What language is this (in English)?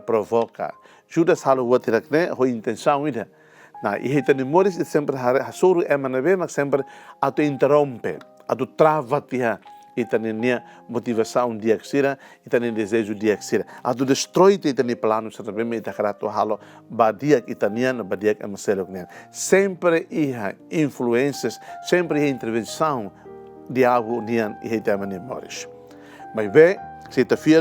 Tetum